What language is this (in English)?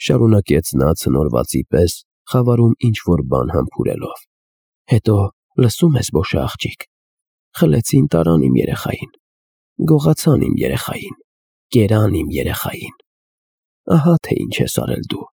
Armenian